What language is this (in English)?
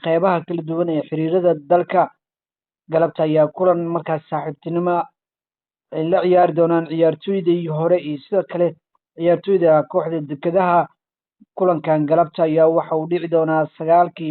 Somali